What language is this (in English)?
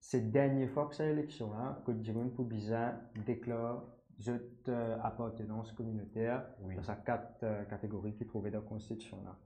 Morisyen